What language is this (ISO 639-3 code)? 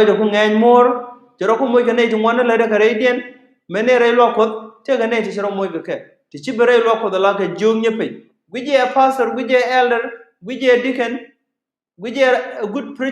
nus